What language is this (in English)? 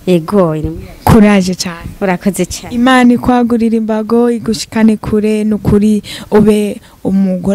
Rundi